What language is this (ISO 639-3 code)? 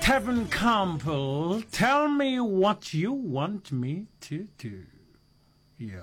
nso